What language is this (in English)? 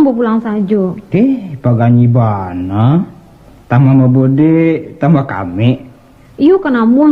Minangkabau